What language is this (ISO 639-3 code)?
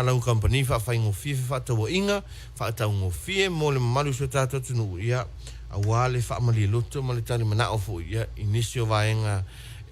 smo